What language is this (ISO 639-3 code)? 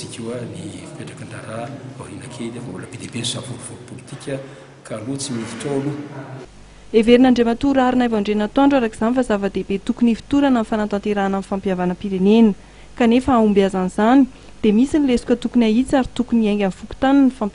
mlg